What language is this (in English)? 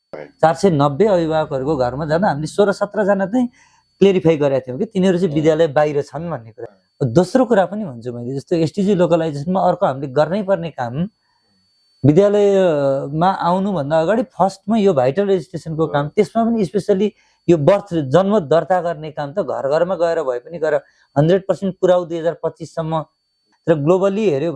Nepali